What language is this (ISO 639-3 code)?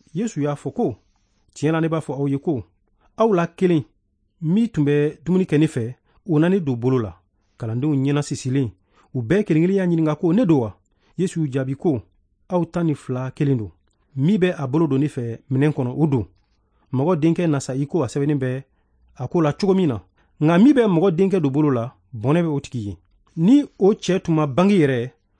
bam